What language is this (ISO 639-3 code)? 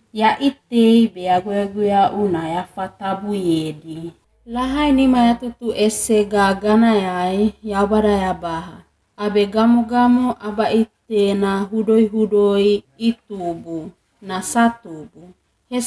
wgb